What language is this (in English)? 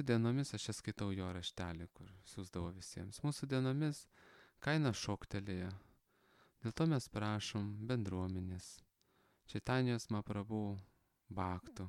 Lithuanian